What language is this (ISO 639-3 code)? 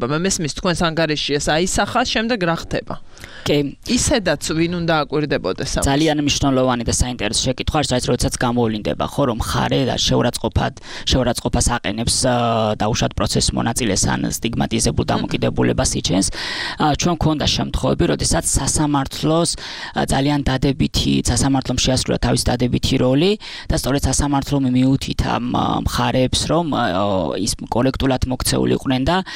kat